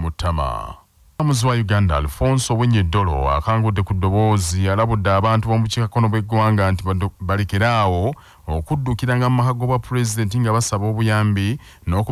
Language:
Ganda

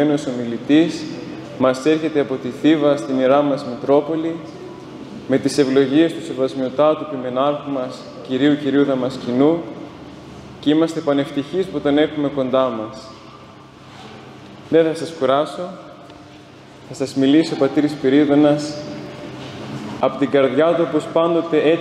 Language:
Greek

